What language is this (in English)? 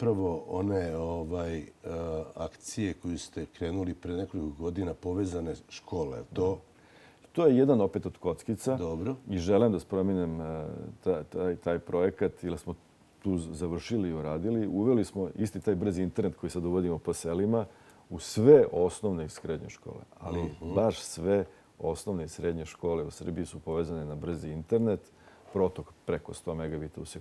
Serbian